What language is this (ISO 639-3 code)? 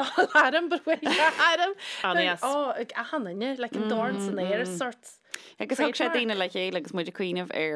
gle